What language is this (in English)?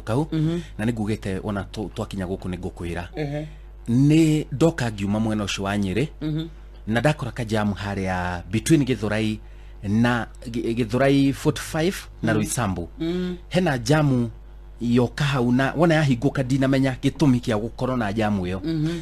Kikuyu